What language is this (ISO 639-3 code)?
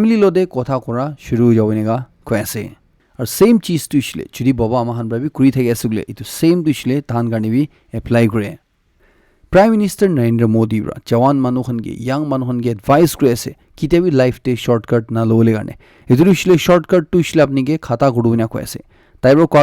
nag